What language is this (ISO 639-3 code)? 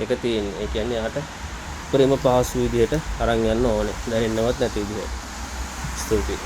sin